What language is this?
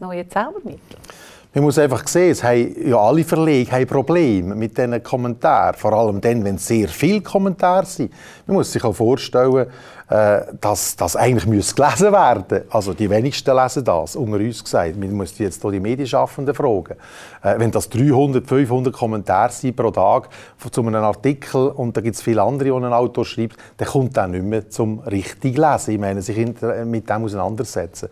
German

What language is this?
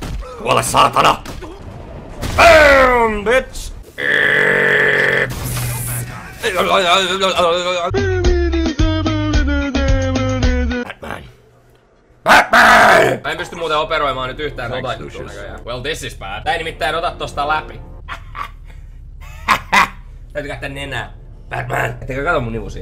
Finnish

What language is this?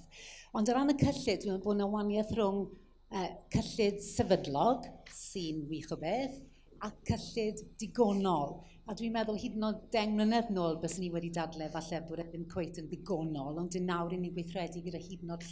Welsh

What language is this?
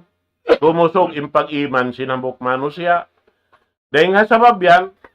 Tausug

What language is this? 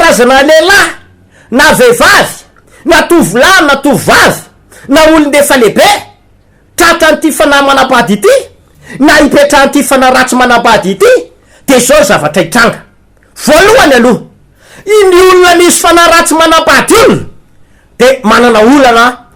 Malagasy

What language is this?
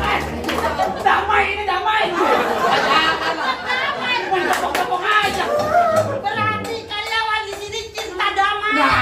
Betawi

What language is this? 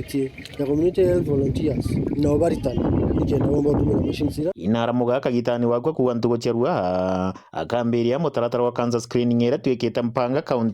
Meru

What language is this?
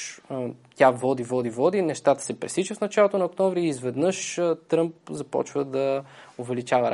Bulgarian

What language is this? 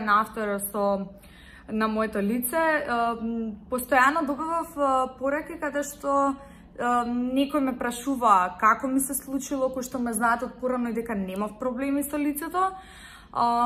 Macedonian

